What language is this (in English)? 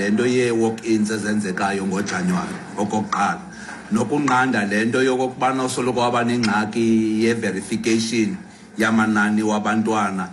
Xhosa